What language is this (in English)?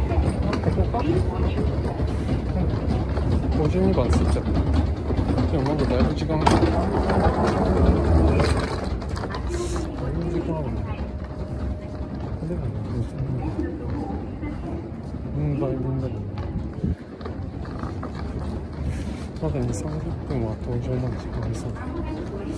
Japanese